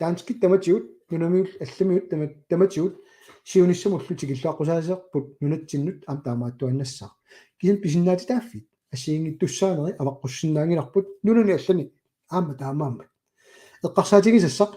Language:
Kalaallisut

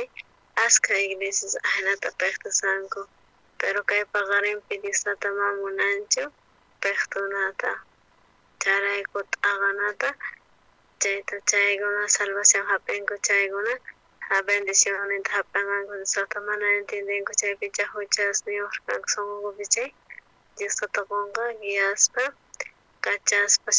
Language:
South Bolivian Quechua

